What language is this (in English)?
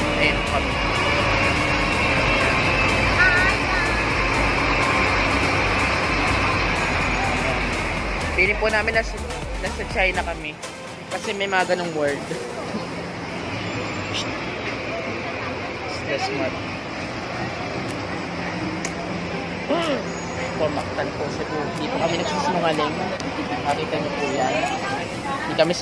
Filipino